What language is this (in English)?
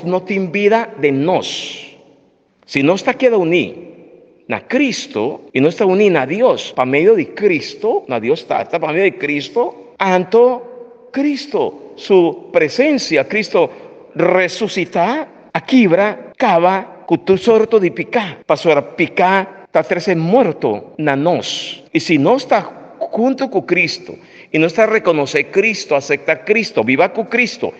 Papiamento